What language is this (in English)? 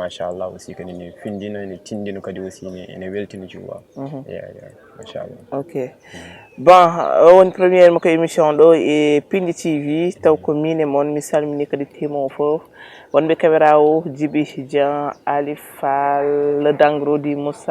Fula